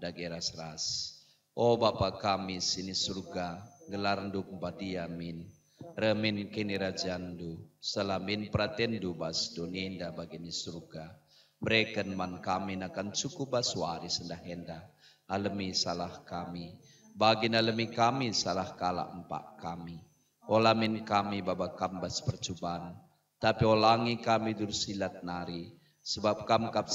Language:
Batak Karo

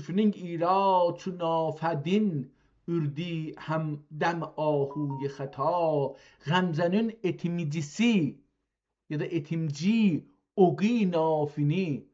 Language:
South Azerbaijani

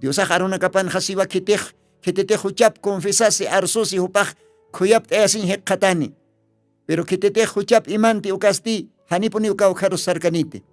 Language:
Aymara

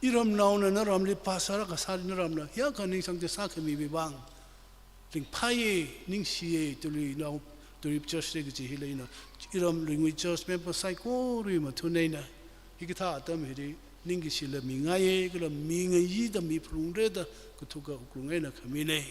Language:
Tangkhul Naga (India)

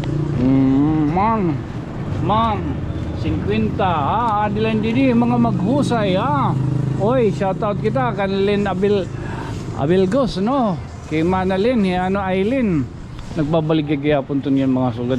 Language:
Waray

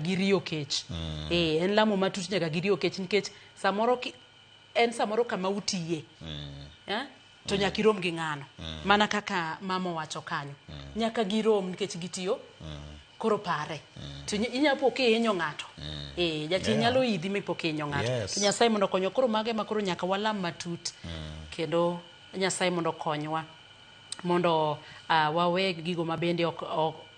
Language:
Luo (Kenya and Tanzania)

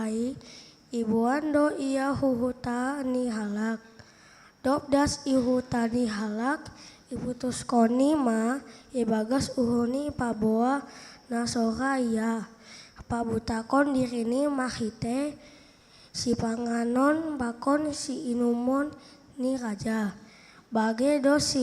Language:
Batak Simalungun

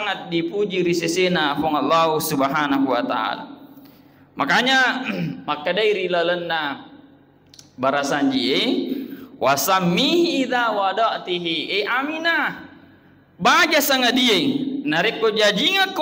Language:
Buginese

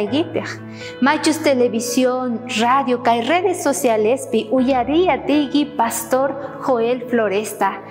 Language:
South Bolivian Quechua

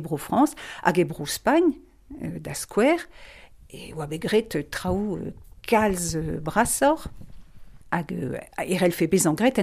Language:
Breton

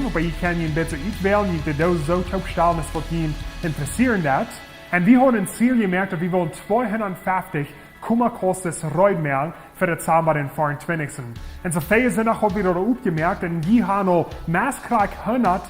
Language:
Plautdietsch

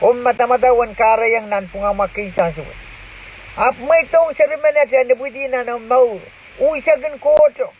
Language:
Pohnpeian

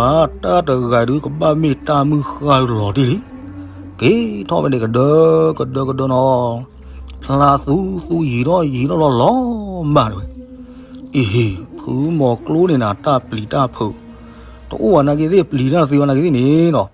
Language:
S'gaw Karen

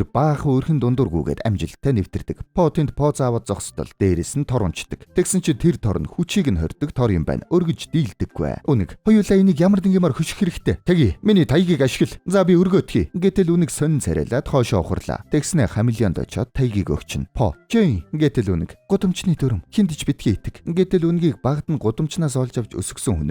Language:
Mongolian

